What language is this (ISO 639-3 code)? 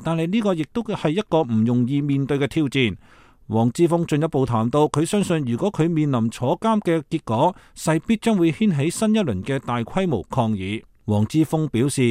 yue